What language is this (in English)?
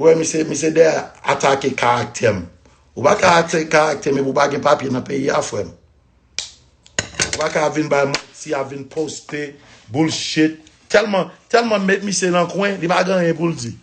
Haitian Creole